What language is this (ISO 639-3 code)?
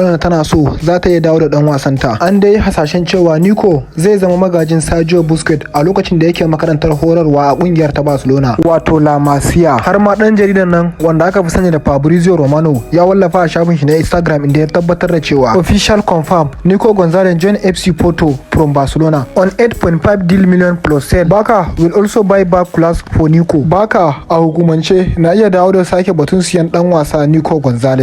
hau